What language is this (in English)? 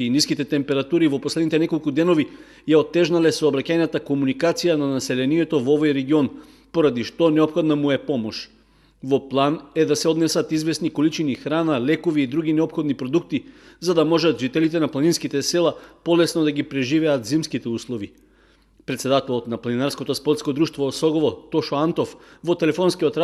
Macedonian